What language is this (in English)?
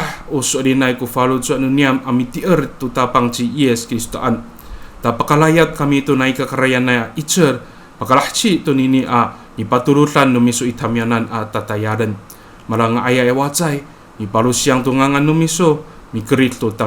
Amis